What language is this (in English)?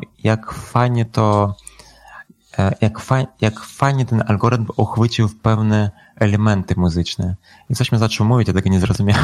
Polish